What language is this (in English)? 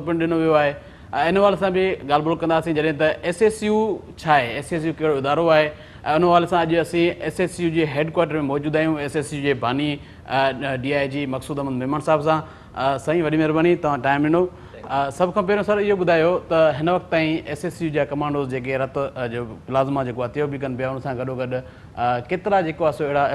Sindhi